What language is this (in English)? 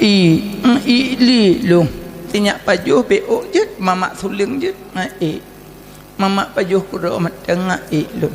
Achinese